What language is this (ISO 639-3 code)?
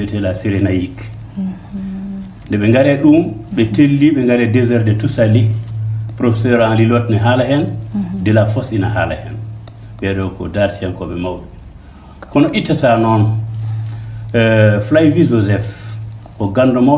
ful